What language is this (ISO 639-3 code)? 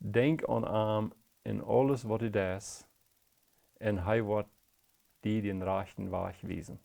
pdt